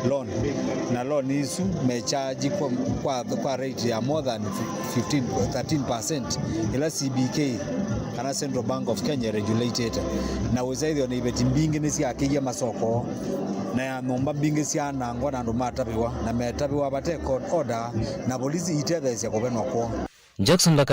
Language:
Kamba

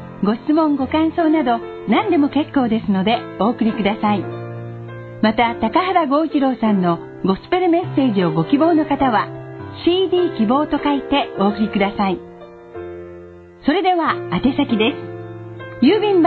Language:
Japanese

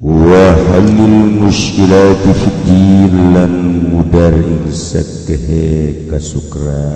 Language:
Sundanese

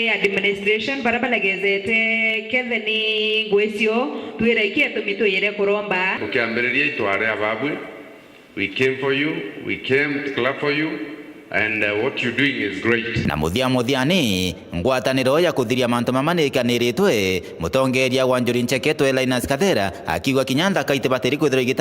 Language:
Meru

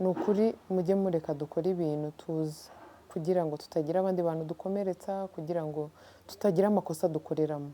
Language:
Kinyarwanda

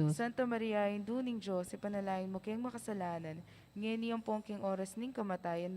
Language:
Pampanga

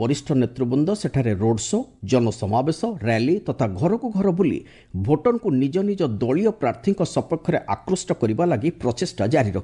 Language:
Odia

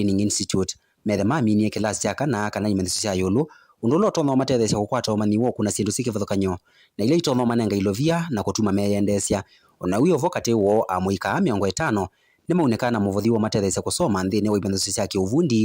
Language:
Kamba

